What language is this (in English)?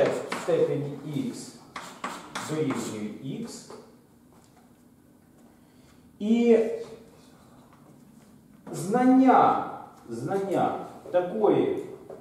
Ukrainian